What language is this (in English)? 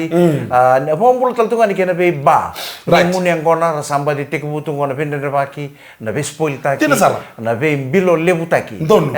Fijian